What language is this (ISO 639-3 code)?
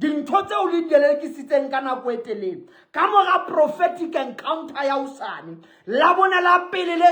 sot